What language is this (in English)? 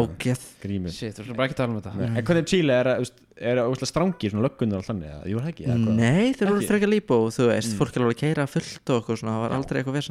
Icelandic